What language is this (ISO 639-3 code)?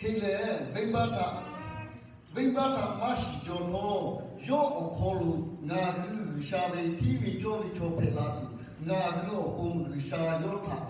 lhu